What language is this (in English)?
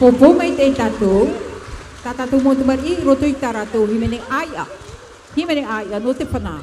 Tahitian